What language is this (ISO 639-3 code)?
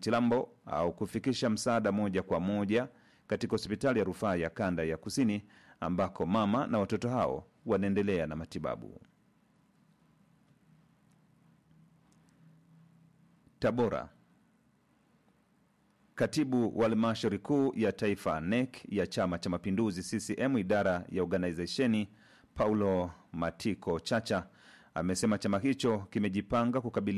swa